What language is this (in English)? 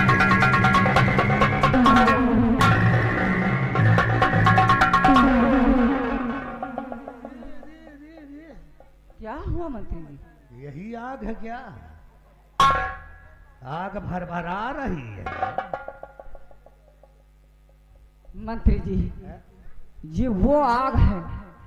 Hindi